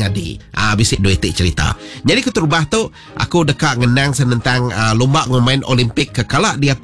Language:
Iban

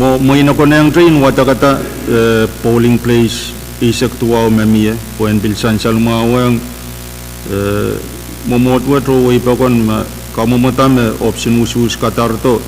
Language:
Pohnpeian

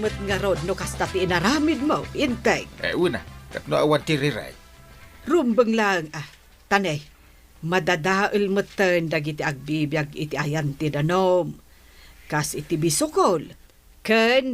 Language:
Iloko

